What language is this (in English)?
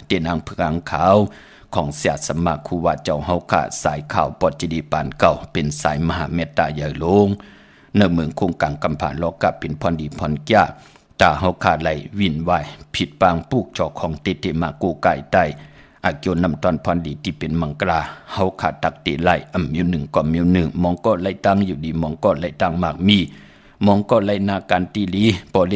Shan